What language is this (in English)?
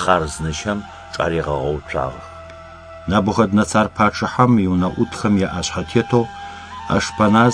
Adyghe